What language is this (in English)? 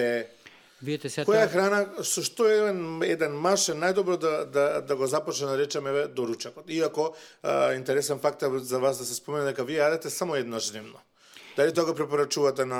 Macedonian